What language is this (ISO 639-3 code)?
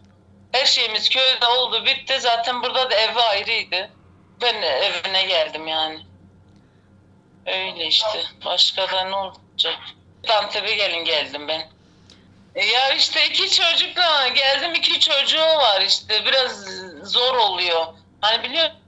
tur